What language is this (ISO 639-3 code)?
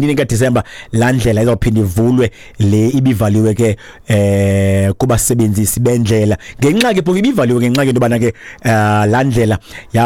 xho